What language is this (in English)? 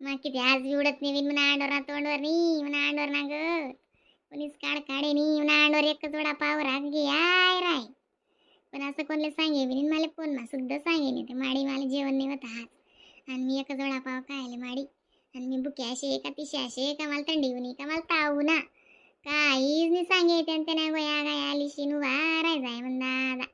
Khandesi